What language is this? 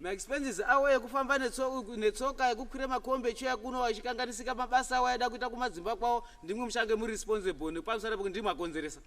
Shona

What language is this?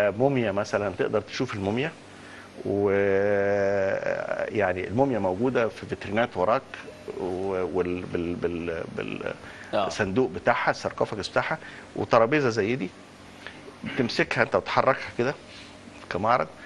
Egyptian Arabic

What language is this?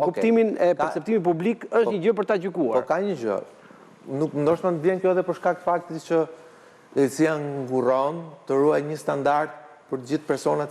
Albanian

